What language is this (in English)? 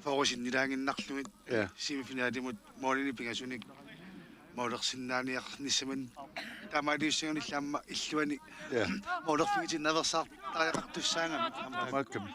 Kalaallisut